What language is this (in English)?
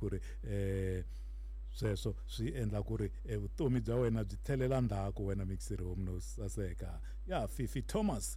Tsonga